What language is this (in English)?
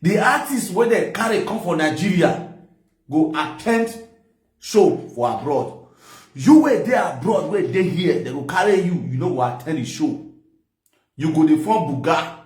Nigerian Pidgin